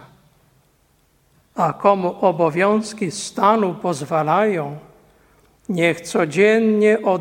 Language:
Polish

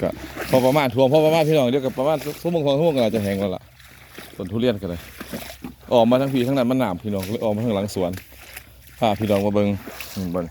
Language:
Lao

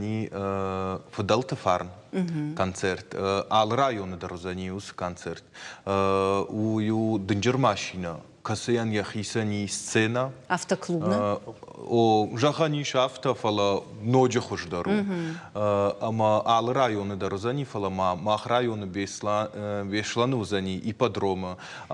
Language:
Ossetic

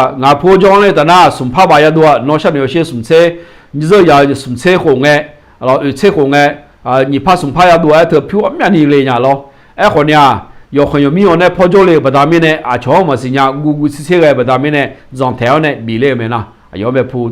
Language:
Akha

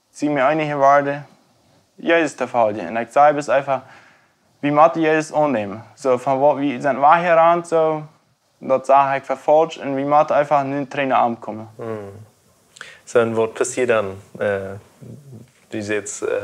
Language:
Plautdietsch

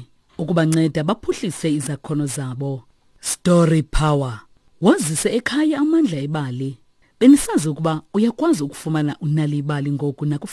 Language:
Xhosa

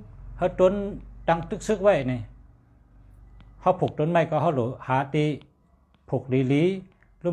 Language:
Shan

